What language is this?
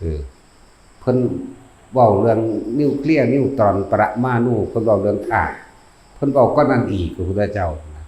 Northeastern Thai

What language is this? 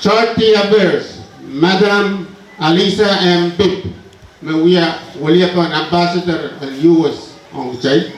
Pohnpeian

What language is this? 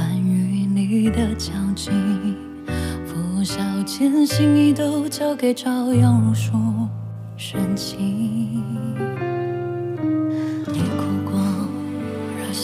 Chinese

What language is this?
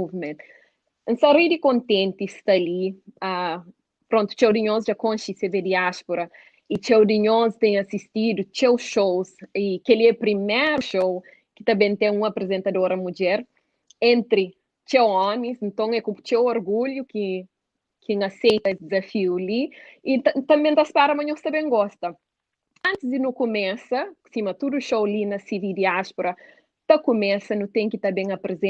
Kabuverdianu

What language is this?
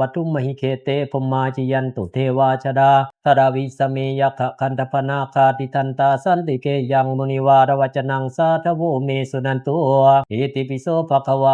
Pali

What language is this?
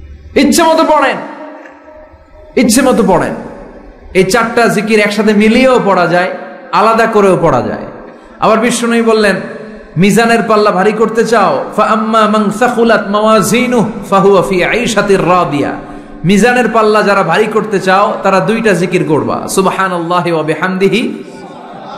Bangla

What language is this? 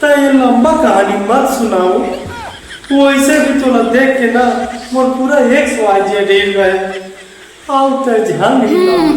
Chhattisgarhi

